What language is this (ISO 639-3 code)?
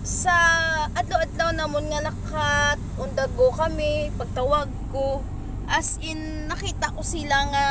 hil